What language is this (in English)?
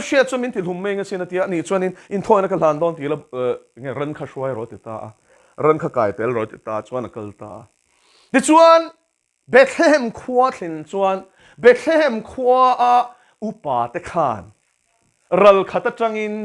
Mizo